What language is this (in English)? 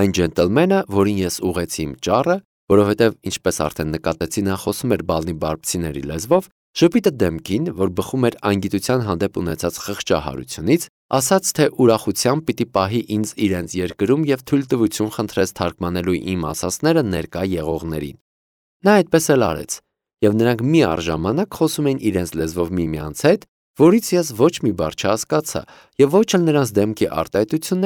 Armenian